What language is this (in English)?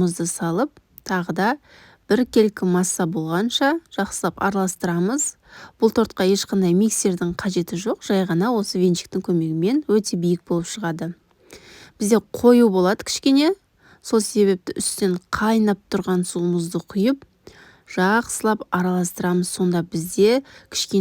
Kazakh